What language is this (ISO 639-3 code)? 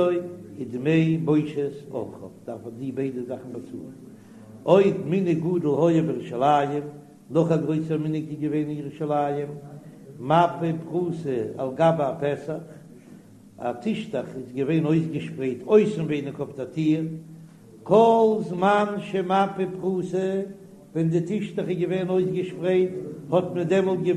yid